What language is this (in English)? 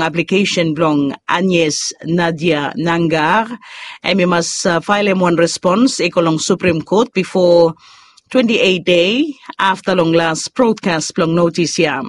Bislama